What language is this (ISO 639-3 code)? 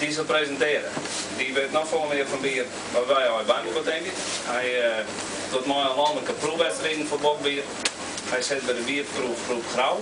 fry